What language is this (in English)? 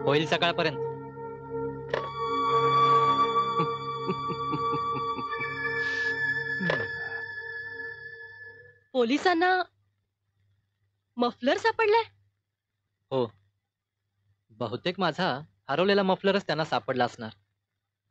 Marathi